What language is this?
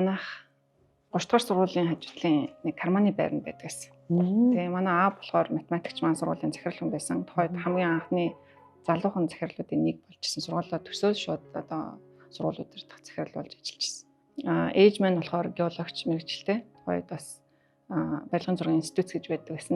Mongolian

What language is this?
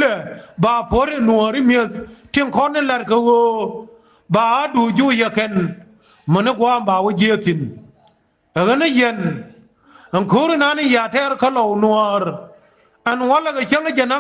Nuer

